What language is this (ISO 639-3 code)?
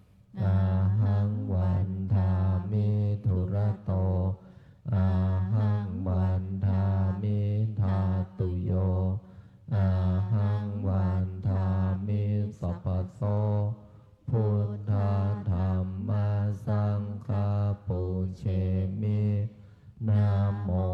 pli